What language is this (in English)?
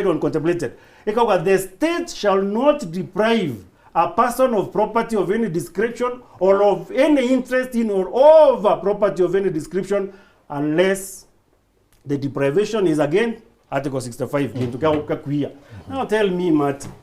Meru